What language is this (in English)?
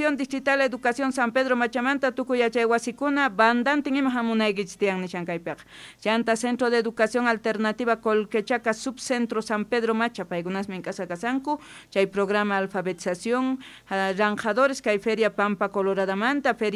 South Bolivian Quechua